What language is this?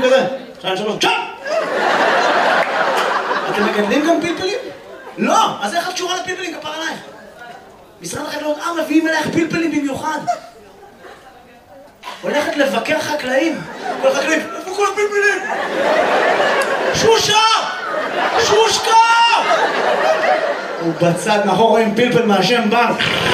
Hebrew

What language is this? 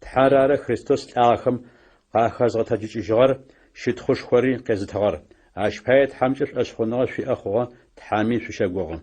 Adyghe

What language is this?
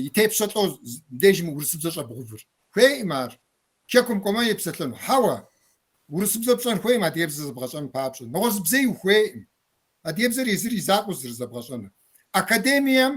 Kabardian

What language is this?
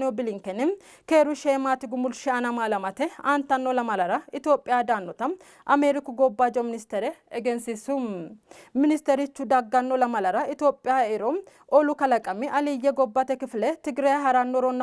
Sidamo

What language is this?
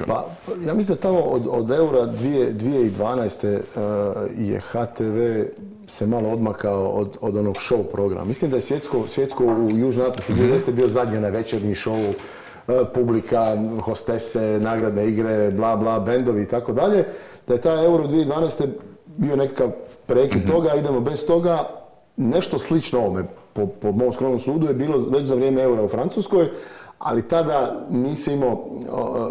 Croatian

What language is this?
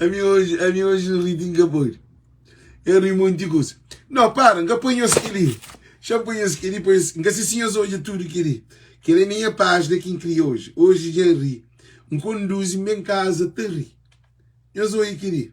Kabuverdianu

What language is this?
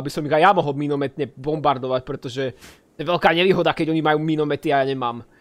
Slovak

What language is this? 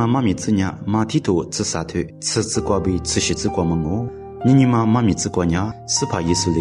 Lisu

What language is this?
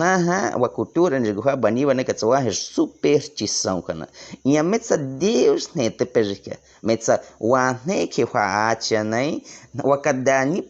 Baniwa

